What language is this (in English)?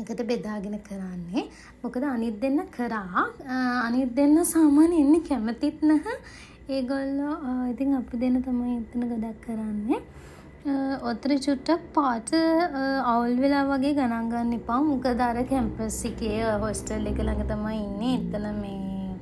Sinhala